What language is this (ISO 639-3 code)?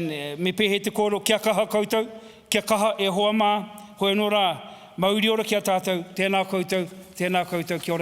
mri